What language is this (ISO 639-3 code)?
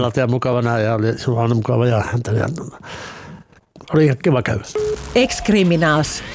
fin